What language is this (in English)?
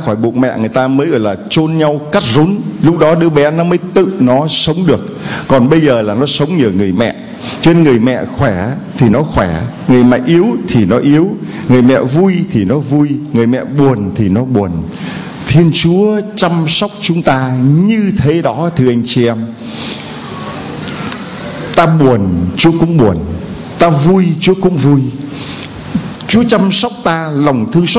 Vietnamese